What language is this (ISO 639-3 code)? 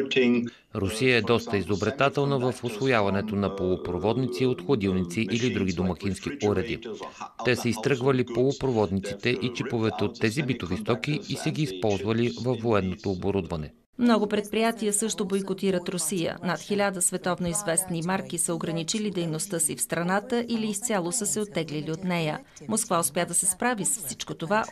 bul